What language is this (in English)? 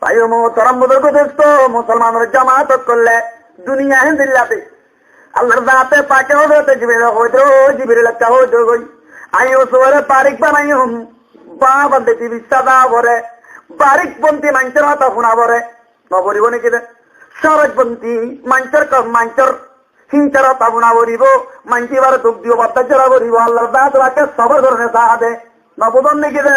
Rohingya